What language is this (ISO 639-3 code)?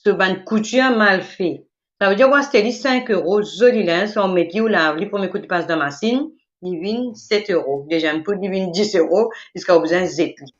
mfe